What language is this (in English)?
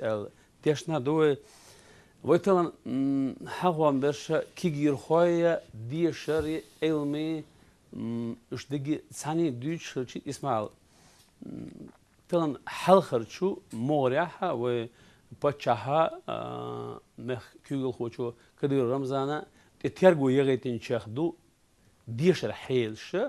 Chechen